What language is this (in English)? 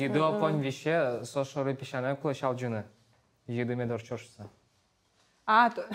Udmurt